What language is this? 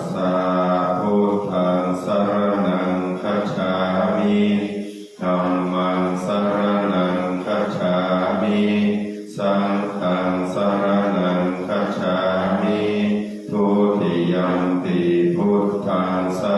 Pali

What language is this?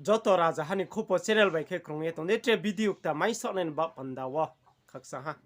Riang (India)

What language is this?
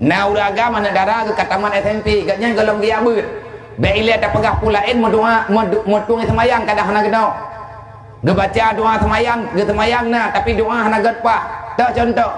Achinese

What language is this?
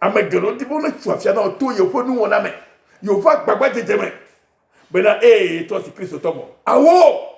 Ewe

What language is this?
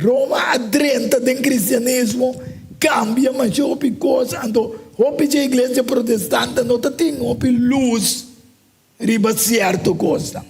Papiamento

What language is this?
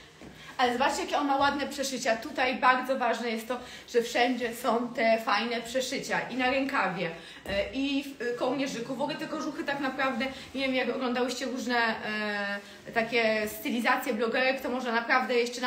Polish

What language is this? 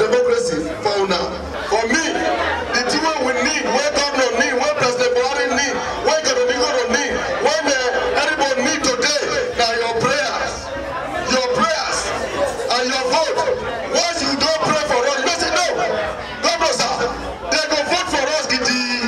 Nigerian Pidgin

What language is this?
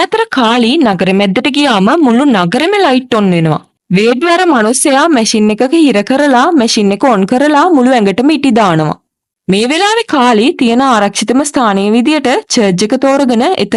Sinhala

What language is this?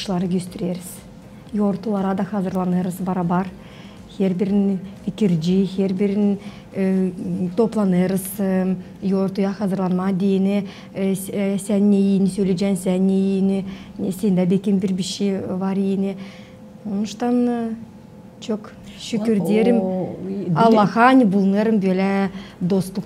Gagauz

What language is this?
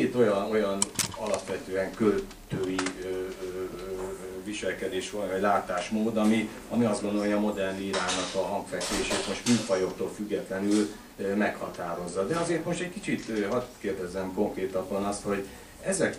Hungarian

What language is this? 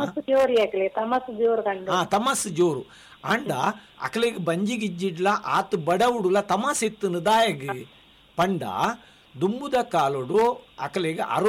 Tulu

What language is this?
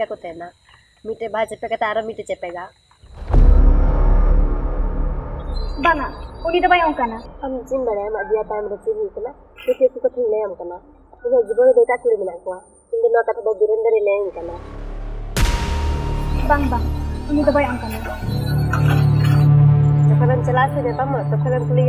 Santali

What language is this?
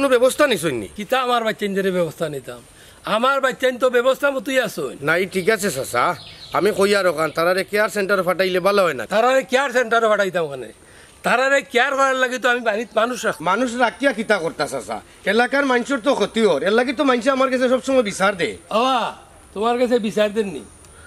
Sylheti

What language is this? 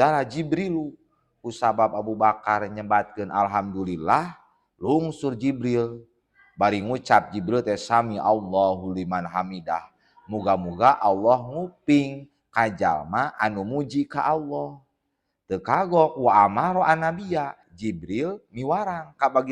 Sundanese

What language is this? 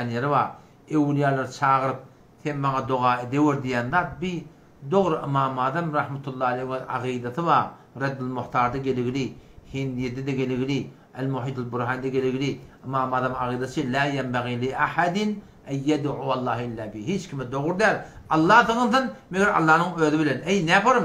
Turkmen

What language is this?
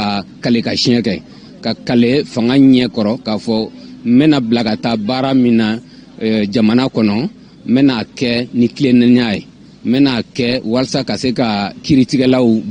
Bambara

